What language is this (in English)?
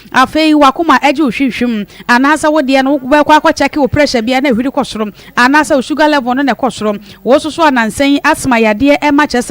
Akan